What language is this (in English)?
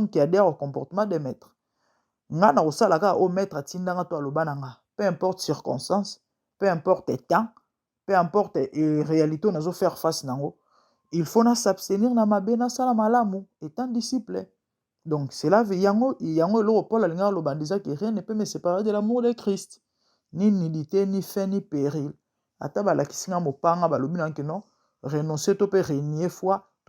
Lingala